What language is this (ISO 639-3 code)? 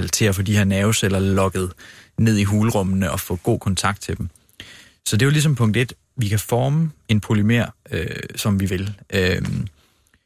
dan